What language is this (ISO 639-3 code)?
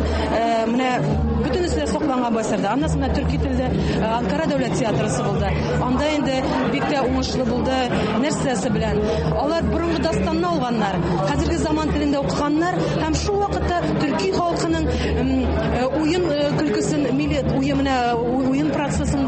tat